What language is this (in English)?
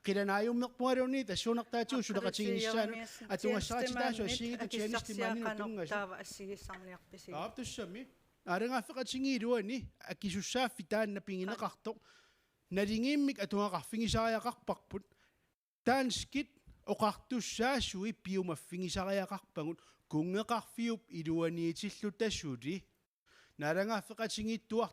Kalaallisut